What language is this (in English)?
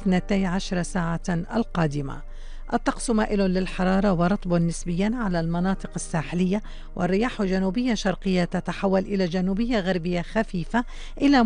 Arabic